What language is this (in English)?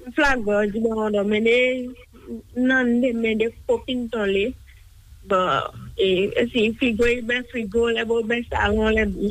Fon